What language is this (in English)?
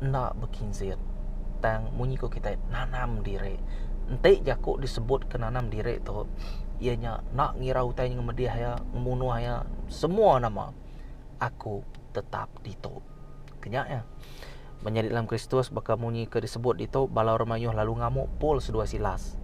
Iban